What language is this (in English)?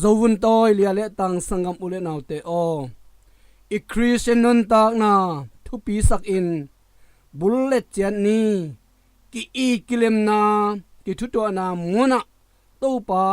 Tedim Chin